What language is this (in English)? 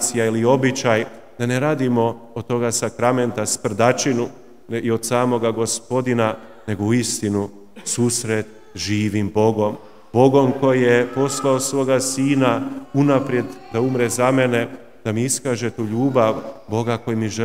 Croatian